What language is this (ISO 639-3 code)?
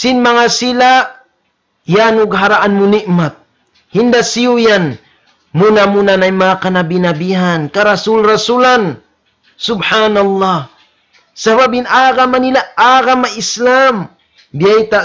tsg